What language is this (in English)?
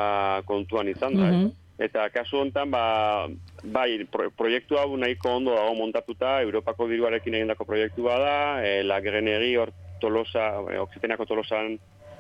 Basque